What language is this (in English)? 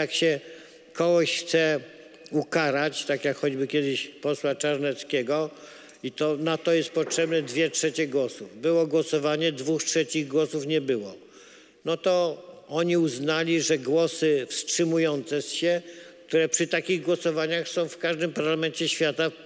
Polish